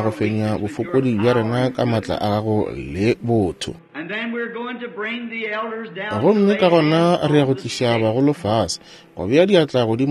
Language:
Northern Sotho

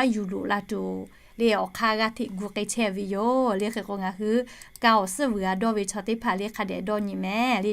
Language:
Lahu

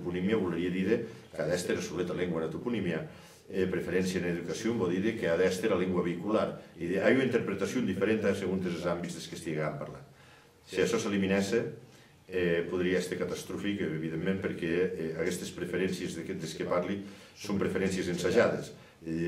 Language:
Occitan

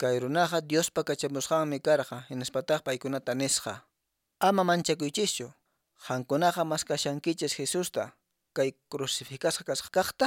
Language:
Quechua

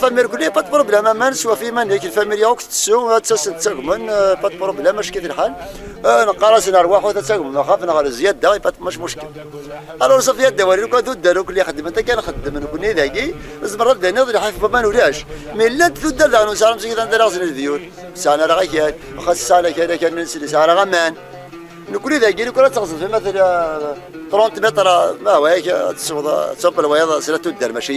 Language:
Kabyle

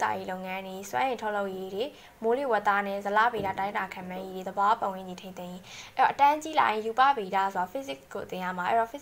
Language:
Burmese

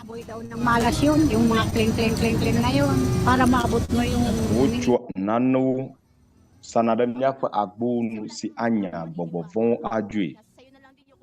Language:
Ewe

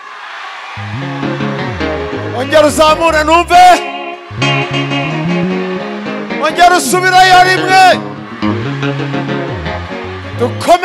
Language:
Kinyarwanda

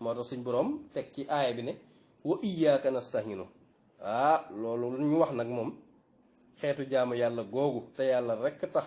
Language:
Wolof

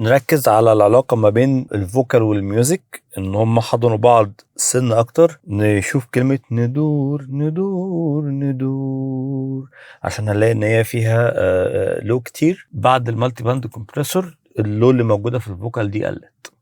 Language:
Egyptian Arabic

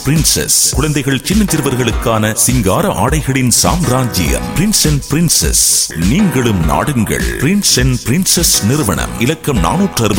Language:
Tamil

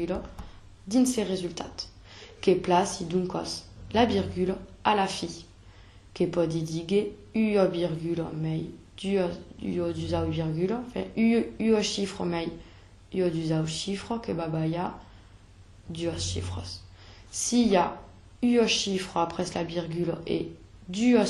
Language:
Occitan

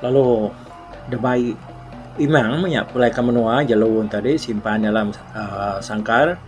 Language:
Iban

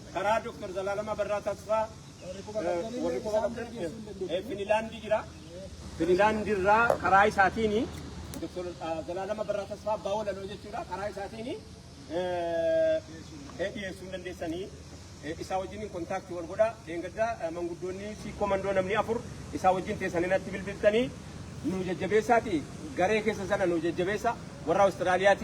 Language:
Oromo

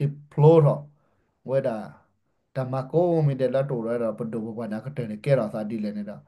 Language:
S'gaw Karen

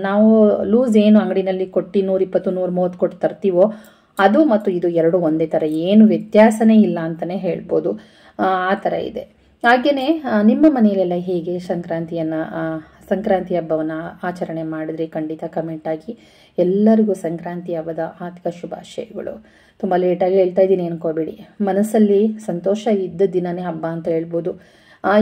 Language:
Kannada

